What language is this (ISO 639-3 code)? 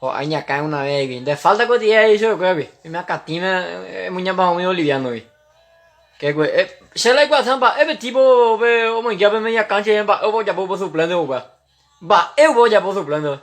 grn